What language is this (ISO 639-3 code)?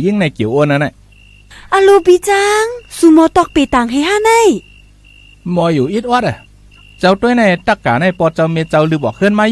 shn